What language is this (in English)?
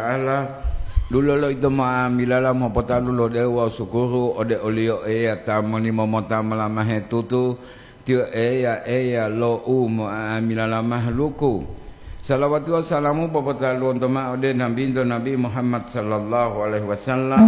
Gorontalo